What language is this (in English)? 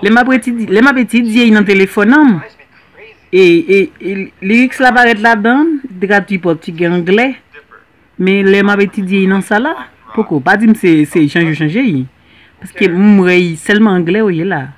Haitian Creole